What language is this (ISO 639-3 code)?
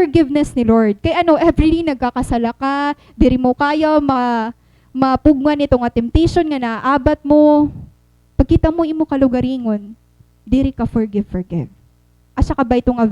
war